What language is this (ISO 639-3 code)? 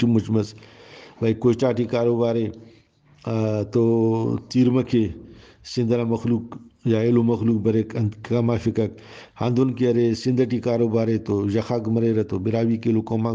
brh